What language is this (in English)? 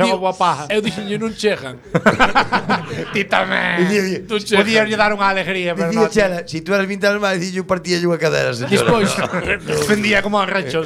Galician